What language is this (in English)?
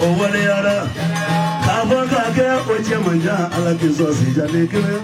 Bambara